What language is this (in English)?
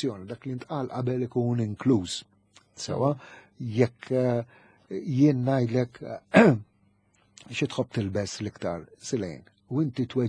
Maltese